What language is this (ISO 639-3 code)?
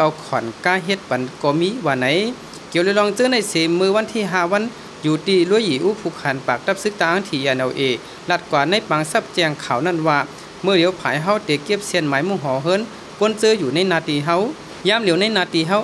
shn